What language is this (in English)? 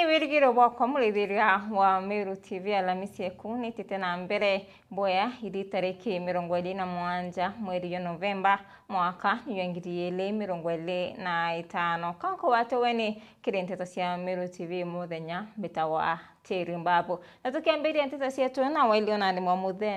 Meru